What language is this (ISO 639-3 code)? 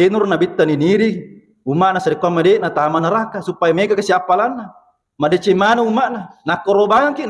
bug